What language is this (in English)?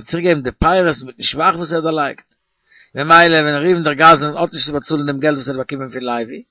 Yiddish